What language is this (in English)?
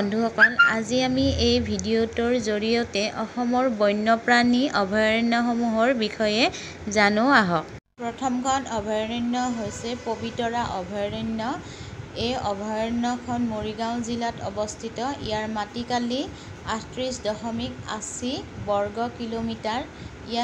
Assamese